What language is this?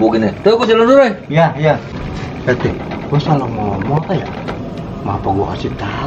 Betawi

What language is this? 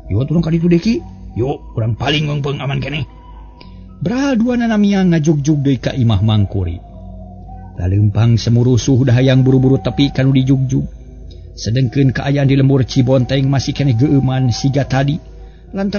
Sundanese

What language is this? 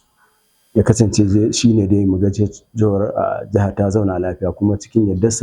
Hausa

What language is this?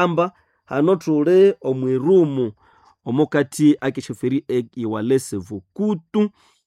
Nande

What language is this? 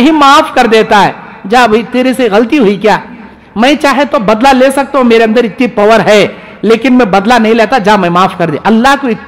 Urdu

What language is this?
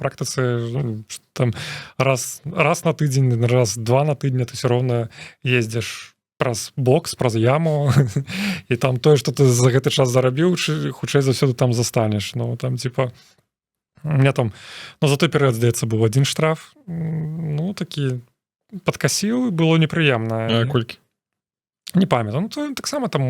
Belarusian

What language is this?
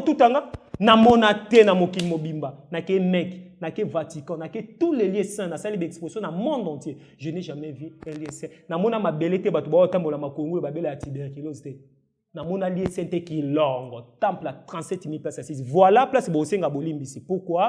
Lingala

